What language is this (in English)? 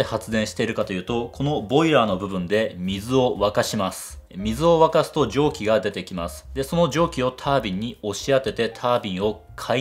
Japanese